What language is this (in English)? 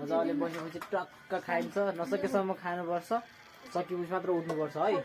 Nepali